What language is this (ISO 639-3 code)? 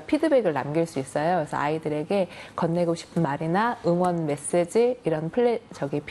kor